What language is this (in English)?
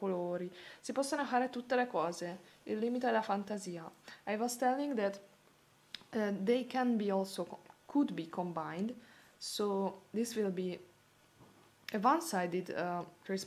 Italian